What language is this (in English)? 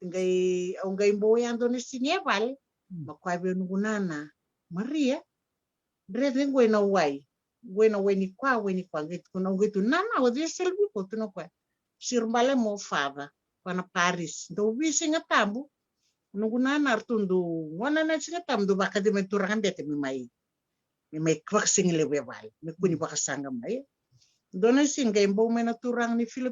Fijian